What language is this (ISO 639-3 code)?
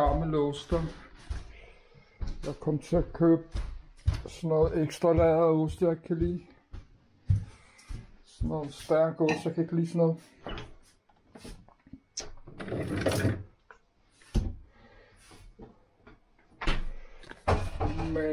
dan